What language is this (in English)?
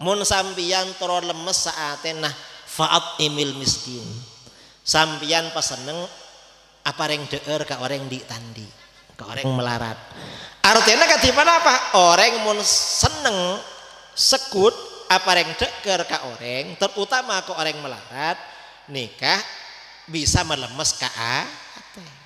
Madurese